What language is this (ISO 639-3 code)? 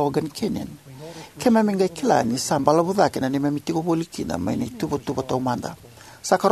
fij